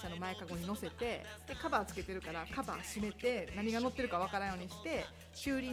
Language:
Japanese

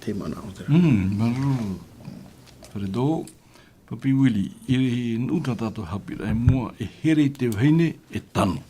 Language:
Tahitian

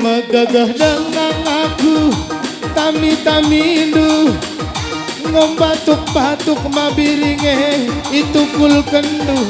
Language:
Batak Karo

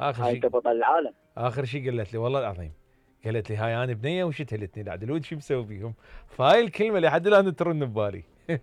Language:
Mesopotamian Arabic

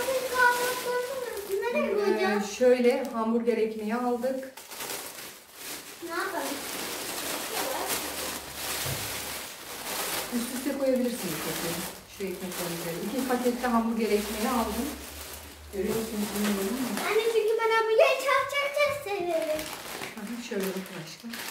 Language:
Turkish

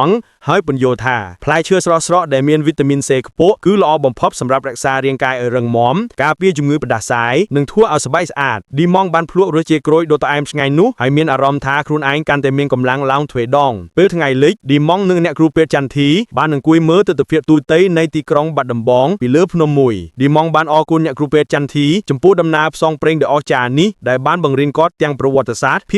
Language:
Khmer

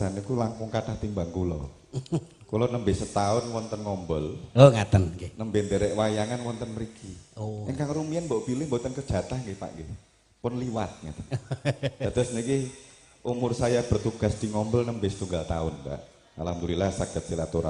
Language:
Javanese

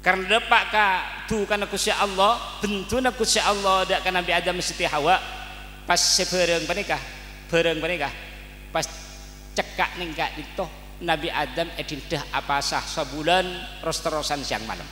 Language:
Madurese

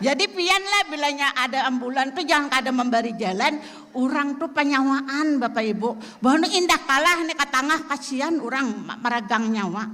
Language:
Banjar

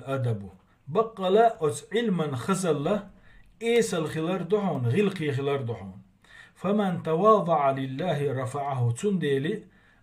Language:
Chechen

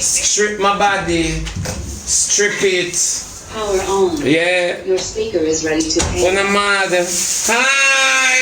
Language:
Jamaican Creole English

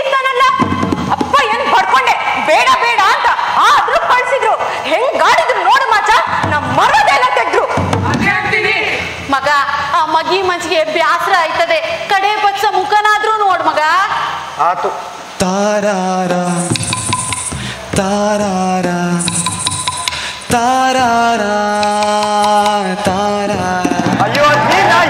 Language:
Kannada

